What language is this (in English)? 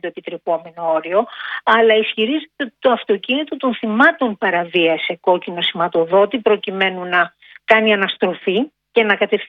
Greek